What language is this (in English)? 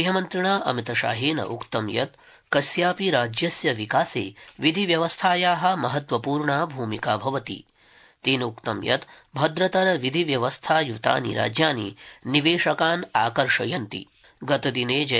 Sanskrit